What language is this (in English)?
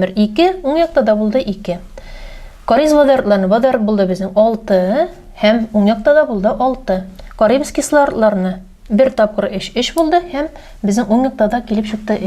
Tatar